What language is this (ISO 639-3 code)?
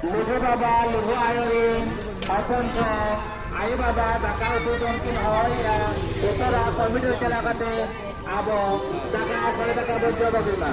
sat